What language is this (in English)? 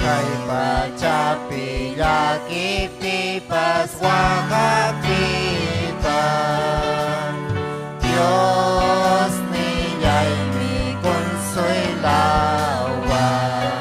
Ayacucho Quechua